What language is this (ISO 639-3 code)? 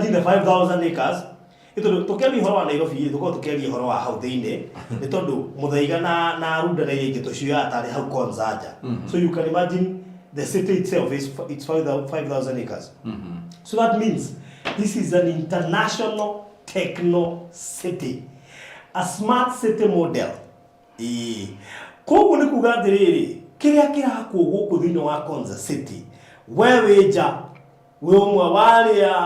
kik